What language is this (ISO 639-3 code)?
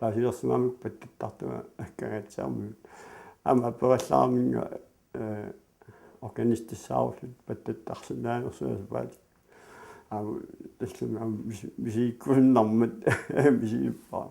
kal